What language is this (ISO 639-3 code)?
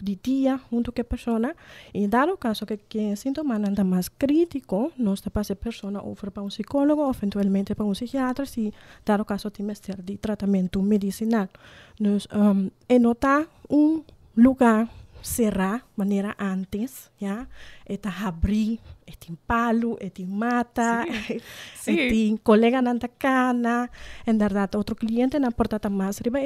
pap